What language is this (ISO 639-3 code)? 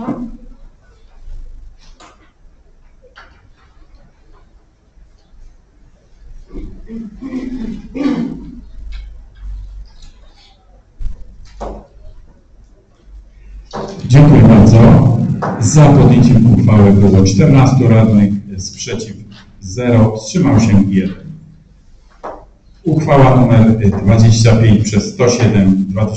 pol